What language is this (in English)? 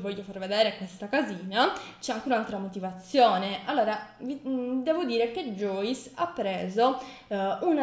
Italian